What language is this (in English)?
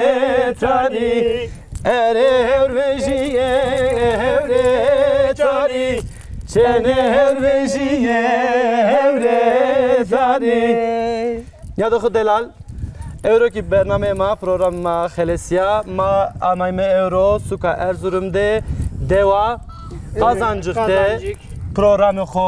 Zaza